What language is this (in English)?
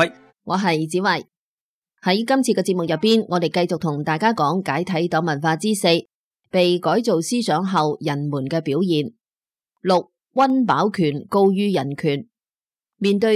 Cantonese